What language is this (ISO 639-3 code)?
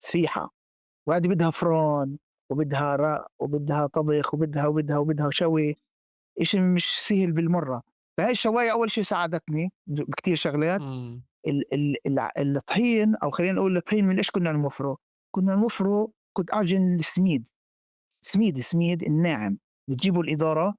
apc